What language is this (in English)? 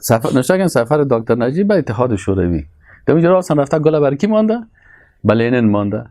Persian